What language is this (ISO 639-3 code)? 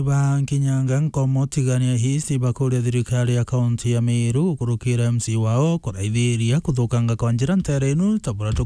mer